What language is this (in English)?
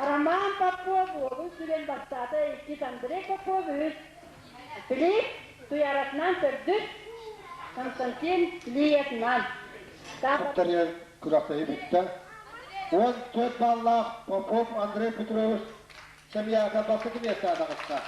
Yakut